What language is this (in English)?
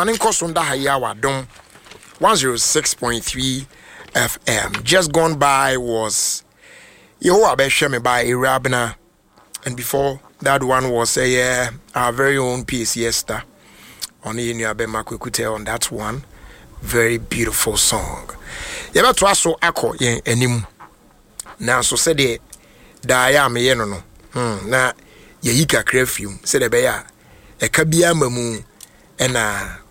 Akan